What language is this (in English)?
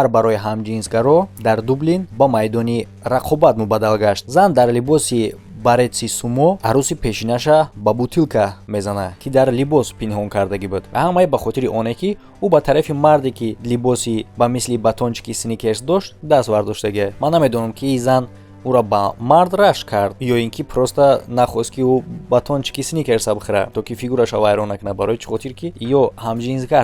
Tajik